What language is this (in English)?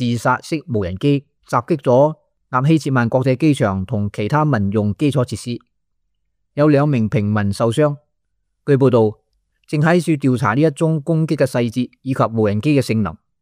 Cantonese